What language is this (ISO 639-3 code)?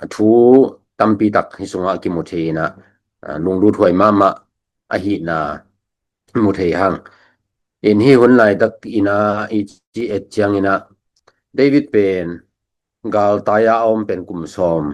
ctd